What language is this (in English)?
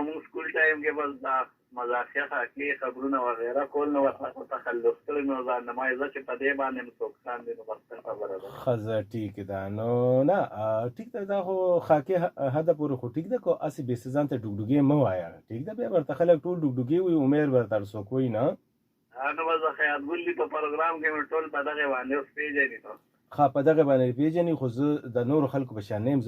Pashto